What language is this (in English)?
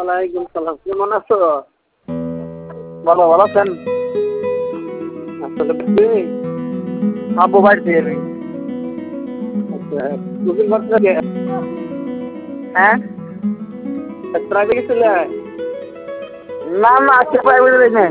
Bangla